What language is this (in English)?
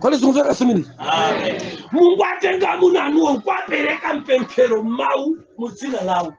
Nyanja